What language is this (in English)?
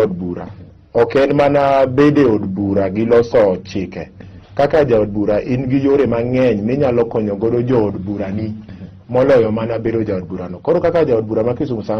Luo (Kenya and Tanzania)